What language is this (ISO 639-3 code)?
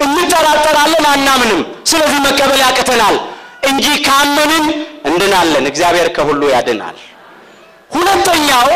amh